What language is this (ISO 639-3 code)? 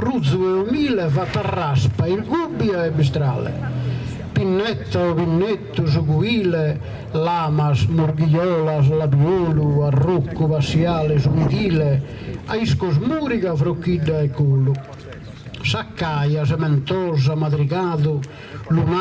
srd